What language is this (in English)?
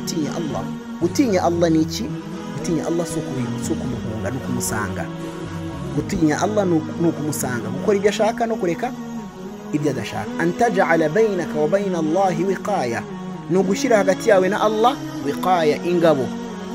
Kinyarwanda